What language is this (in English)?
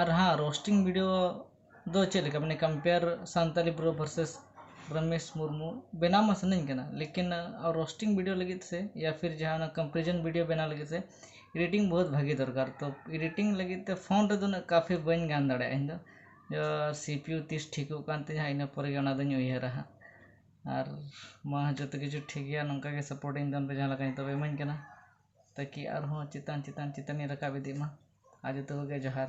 Santali